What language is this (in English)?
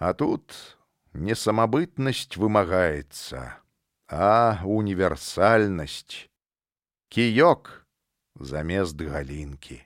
Belarusian